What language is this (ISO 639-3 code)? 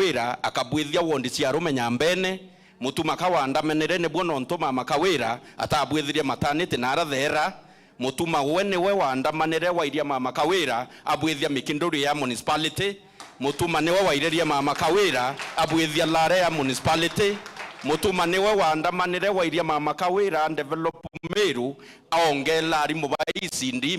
mer